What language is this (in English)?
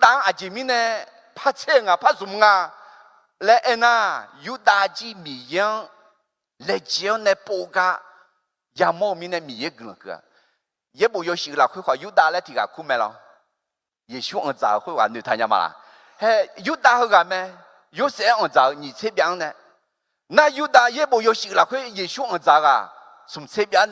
Akha